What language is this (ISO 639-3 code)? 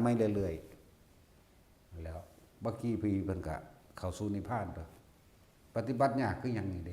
tts